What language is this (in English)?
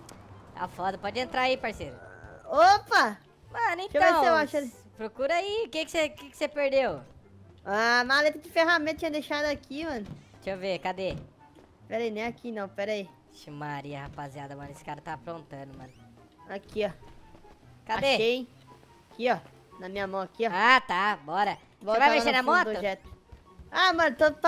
Portuguese